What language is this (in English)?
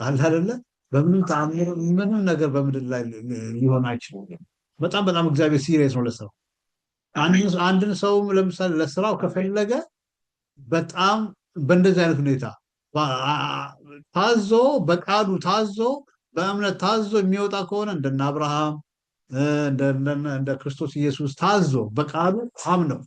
Amharic